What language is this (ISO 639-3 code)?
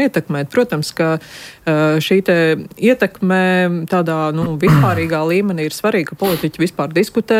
lav